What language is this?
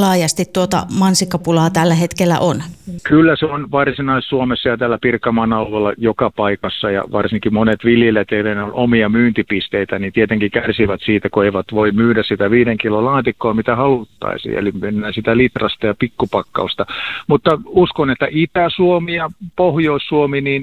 Finnish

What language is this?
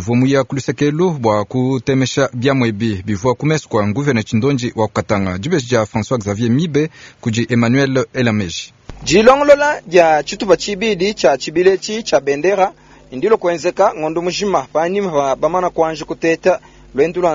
Luba-Lulua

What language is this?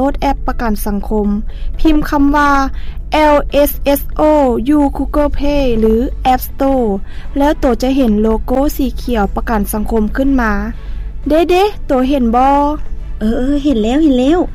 Lao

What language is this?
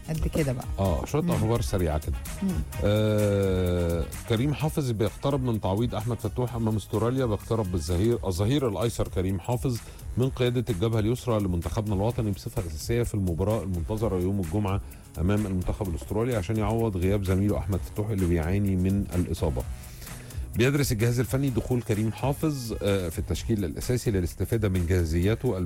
Egyptian Arabic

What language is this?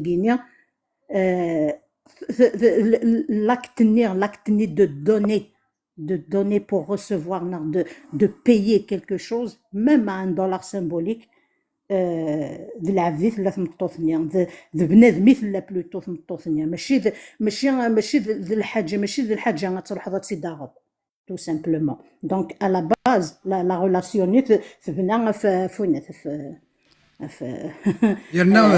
Kabyle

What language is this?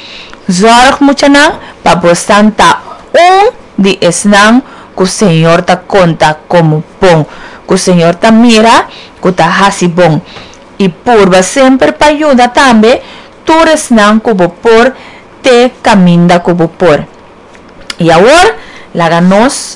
Papiamento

